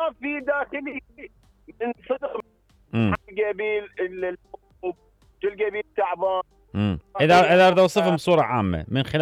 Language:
Mesopotamian Arabic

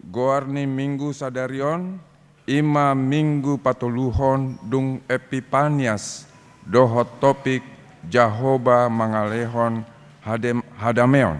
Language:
Batak Toba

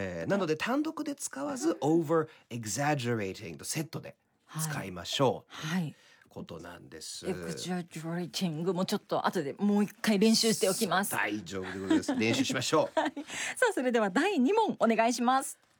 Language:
Japanese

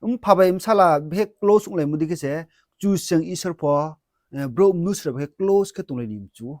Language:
Riang (India)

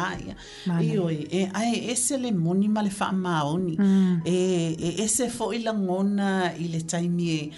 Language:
Samoan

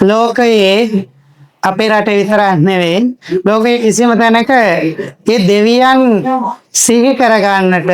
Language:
Sinhala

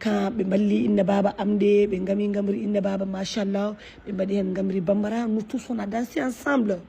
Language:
Fula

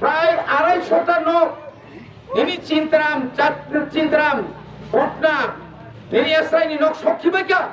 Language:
Kok Borok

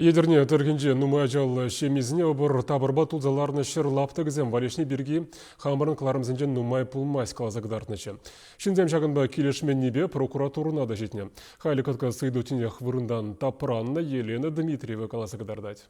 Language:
Chuvash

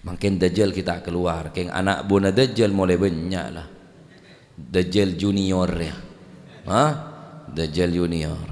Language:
Madurese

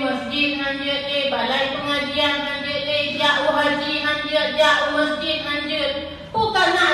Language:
Achinese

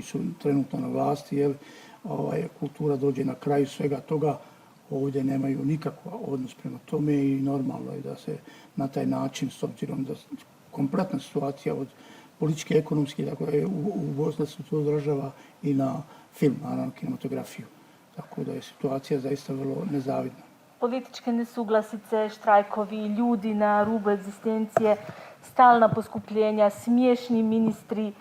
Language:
Bosnian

